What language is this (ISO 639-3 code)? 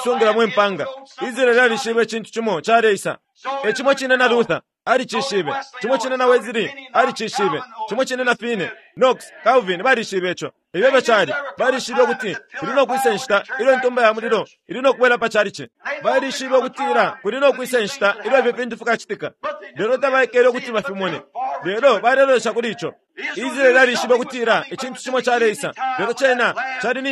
bem